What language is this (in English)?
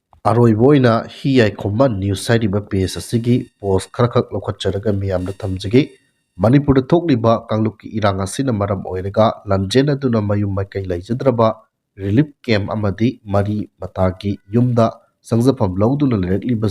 Manipuri